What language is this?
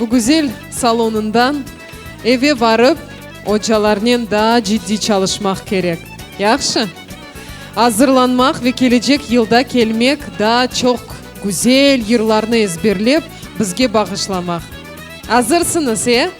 Crimean Tatar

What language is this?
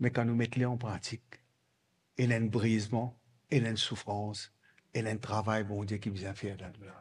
Morisyen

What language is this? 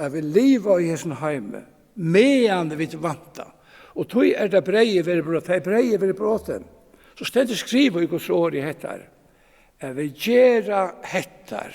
Faroese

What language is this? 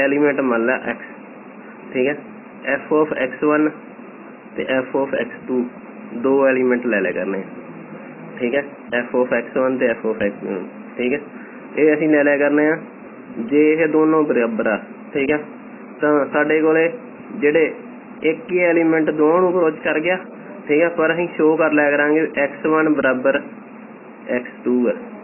Punjabi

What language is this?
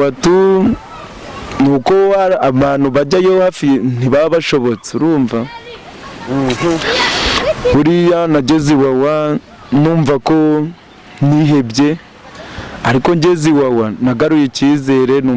Kinyarwanda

